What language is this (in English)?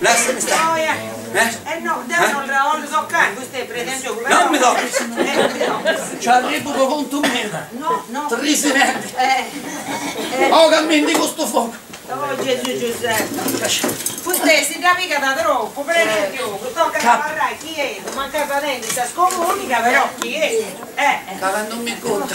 Sardinian